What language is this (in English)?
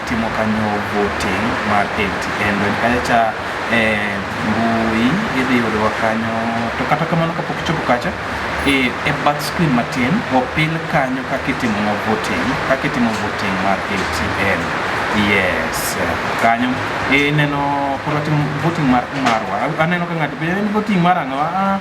Luo (Kenya and Tanzania)